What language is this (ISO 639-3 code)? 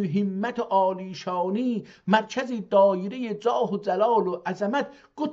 azb